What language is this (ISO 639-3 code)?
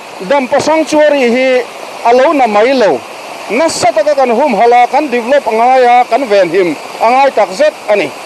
lus